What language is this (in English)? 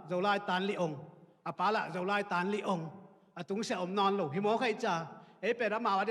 Tedim Chin